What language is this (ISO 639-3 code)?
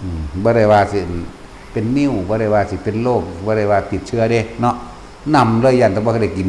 tts